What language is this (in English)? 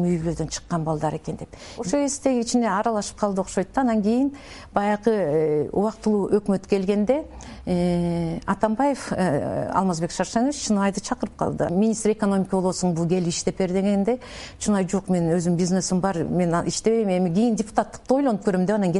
Kyrgyz